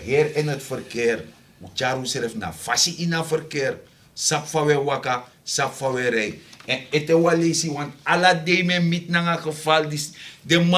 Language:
Sranan Tongo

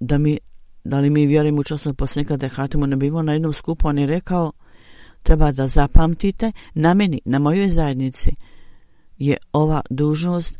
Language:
Bosnian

